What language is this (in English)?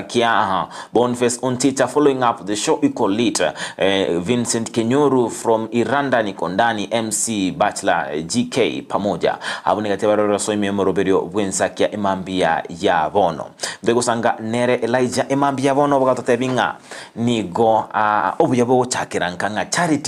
Gusii